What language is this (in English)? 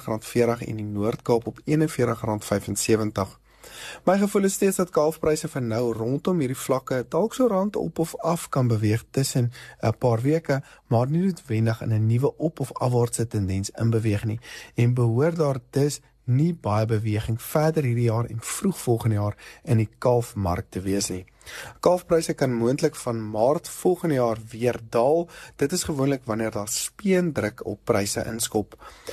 Afrikaans